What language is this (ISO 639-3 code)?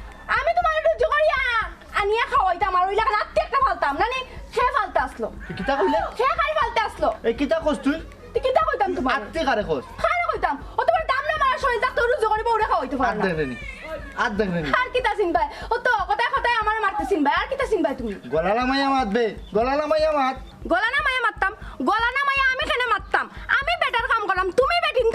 syl